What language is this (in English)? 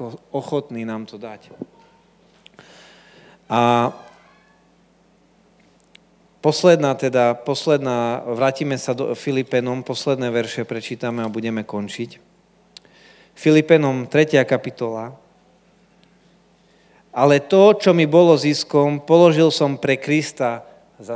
Slovak